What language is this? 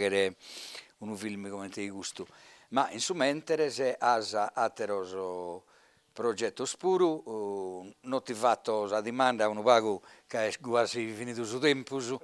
Sardinian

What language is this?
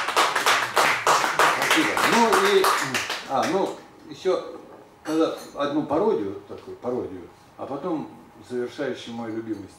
Russian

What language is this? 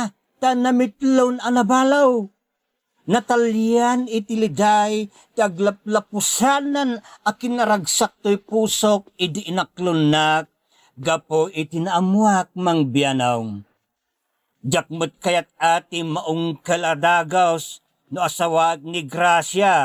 Iloko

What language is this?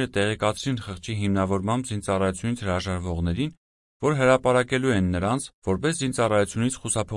Armenian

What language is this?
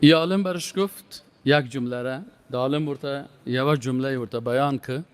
Persian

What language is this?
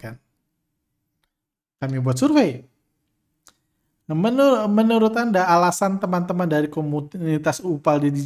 Indonesian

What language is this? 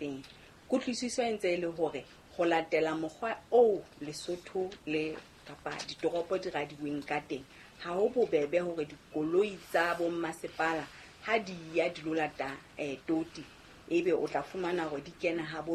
Southern Sotho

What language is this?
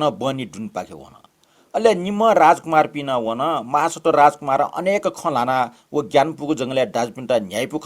Newari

